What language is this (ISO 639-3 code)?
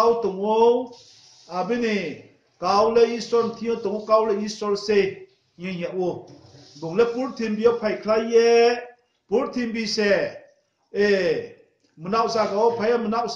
ria